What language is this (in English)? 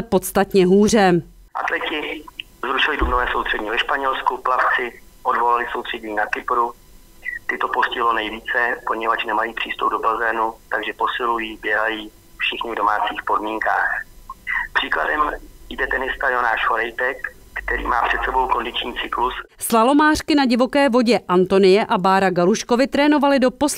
Czech